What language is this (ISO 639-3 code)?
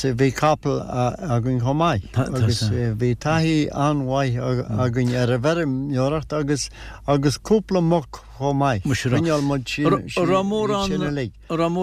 gle